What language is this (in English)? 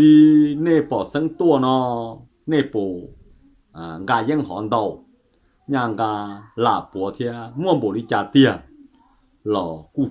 Hmong